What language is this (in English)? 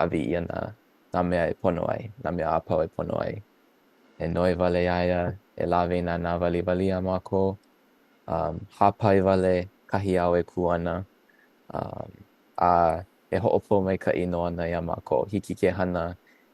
Hawaiian